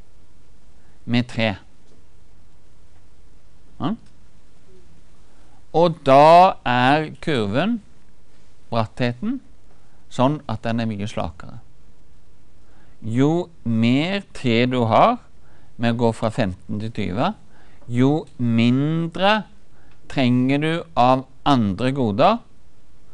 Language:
Norwegian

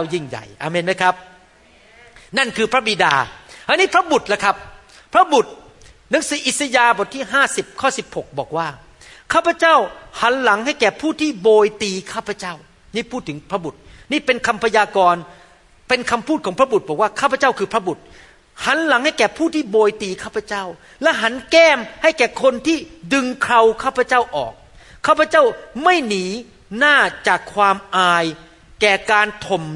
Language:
Thai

